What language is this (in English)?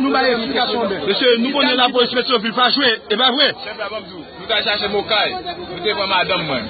Haitian Creole